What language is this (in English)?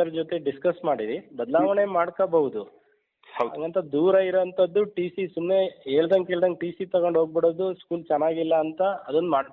Kannada